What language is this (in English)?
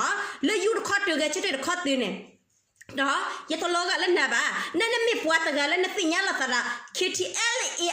S'gaw Karen